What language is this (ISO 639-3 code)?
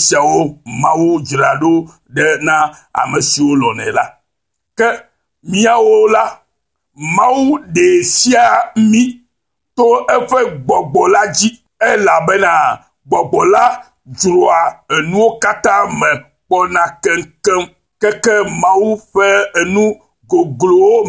ewe